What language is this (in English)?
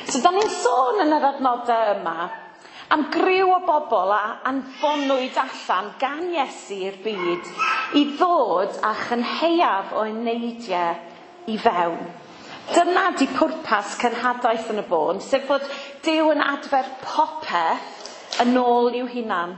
Welsh